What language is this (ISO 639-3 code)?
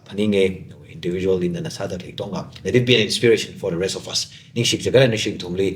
nmf